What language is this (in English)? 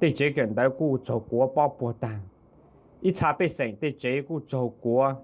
Hmong